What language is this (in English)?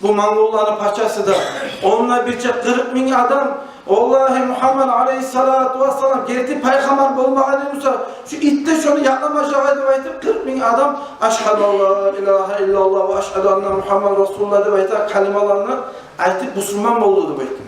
Kumyk